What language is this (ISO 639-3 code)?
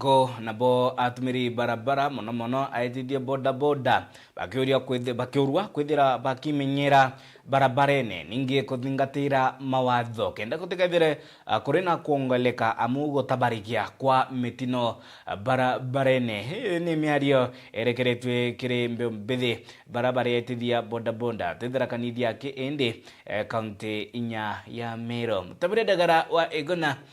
mer